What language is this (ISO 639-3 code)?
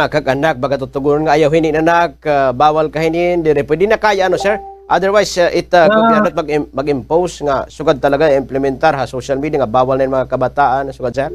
war